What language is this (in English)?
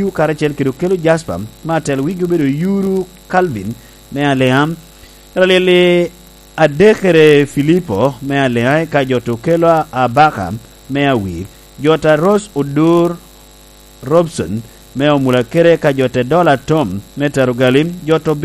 Lango (Uganda)